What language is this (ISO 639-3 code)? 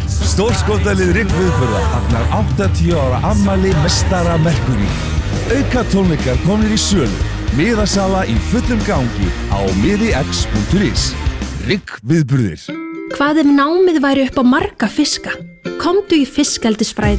isl